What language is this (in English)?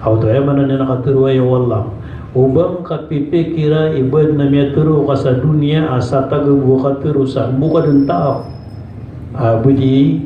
Maranao